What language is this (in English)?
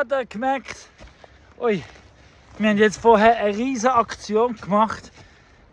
Swiss German